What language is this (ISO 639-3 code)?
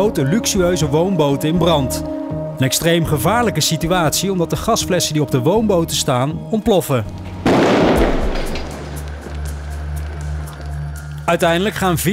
nld